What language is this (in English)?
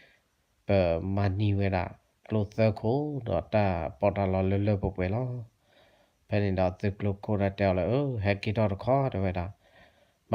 S'gaw Karen